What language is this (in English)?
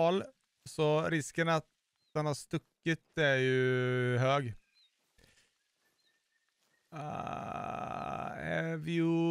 Swedish